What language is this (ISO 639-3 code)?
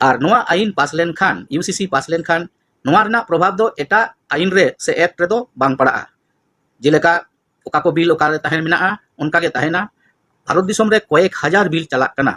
sat